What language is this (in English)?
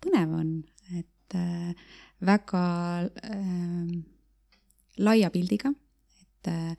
Estonian